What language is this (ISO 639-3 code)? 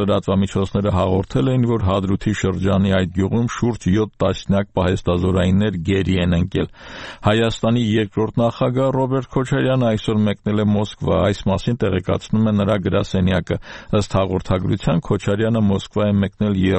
hye